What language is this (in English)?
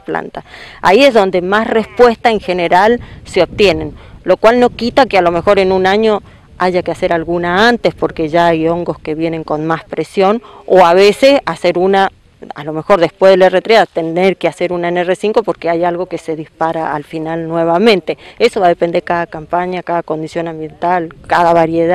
Spanish